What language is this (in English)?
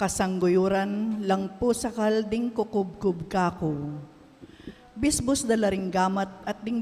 Pampanga